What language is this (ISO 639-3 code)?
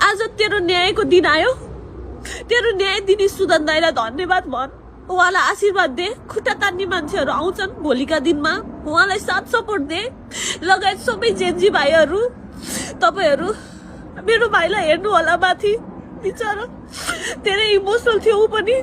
nep